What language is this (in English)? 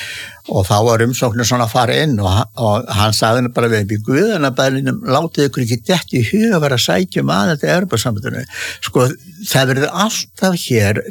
Icelandic